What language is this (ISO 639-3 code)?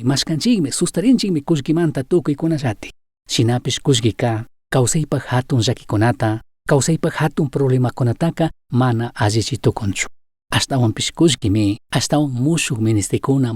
qug